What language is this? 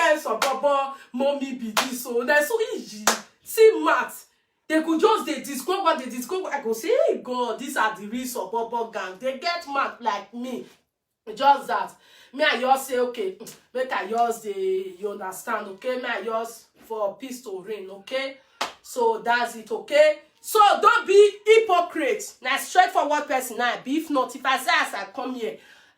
Nigerian Pidgin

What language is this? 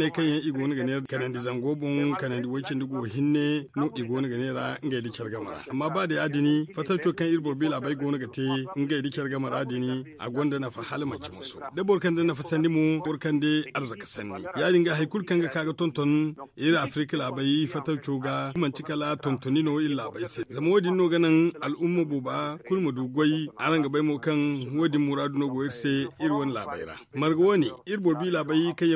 Zarma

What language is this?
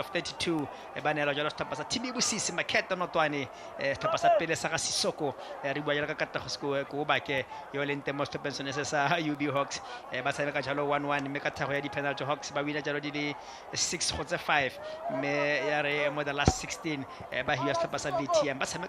Tswana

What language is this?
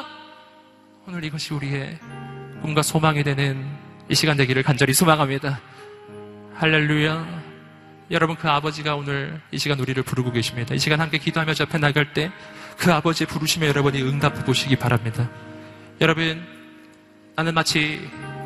Korean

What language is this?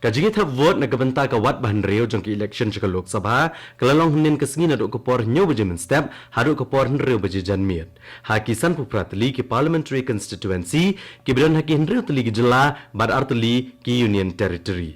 Khasi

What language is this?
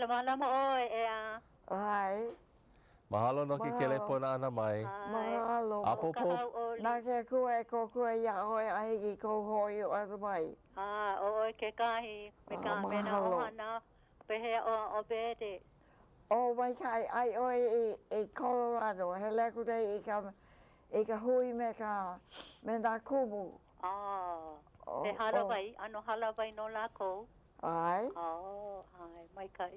Hawaiian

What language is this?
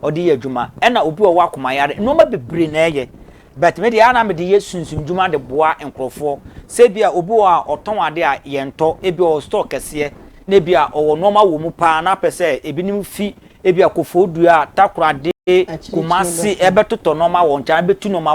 Akan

